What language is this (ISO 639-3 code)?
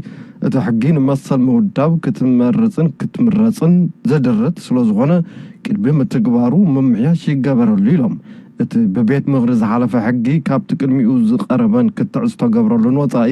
tir